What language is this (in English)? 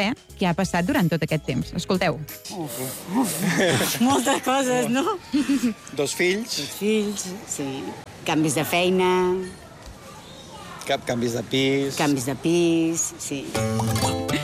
Catalan